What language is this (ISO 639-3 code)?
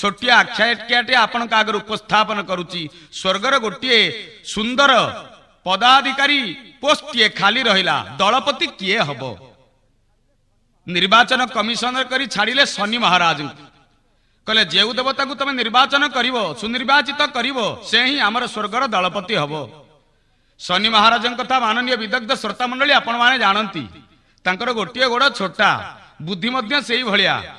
ori